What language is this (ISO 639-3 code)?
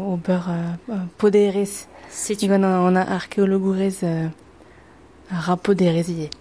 bre